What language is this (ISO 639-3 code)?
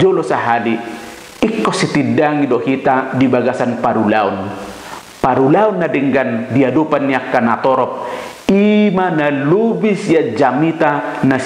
bbc